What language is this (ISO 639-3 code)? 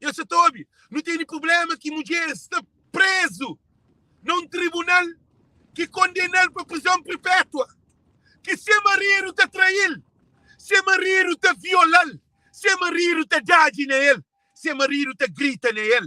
kea